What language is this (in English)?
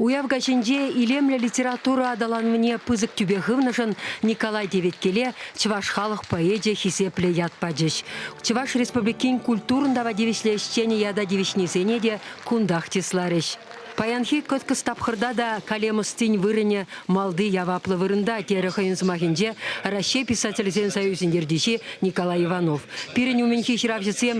Chuvash